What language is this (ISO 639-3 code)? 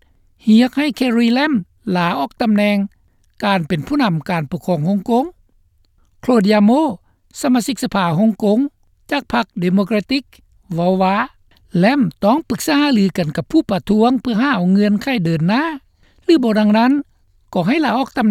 lao